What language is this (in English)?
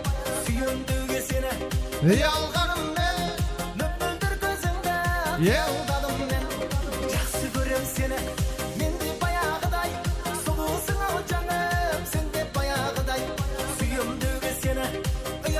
Kara-Kalpak